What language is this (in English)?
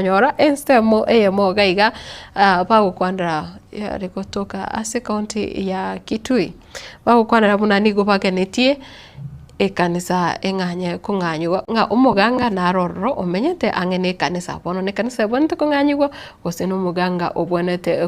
Gusii